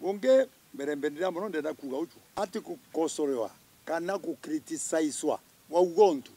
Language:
Meru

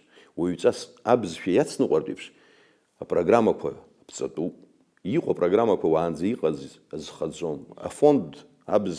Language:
Abkhazian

